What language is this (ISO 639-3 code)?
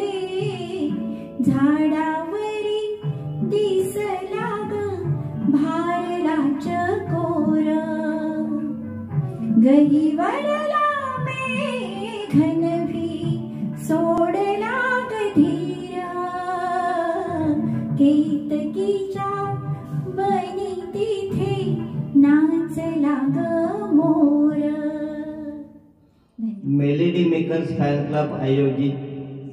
mar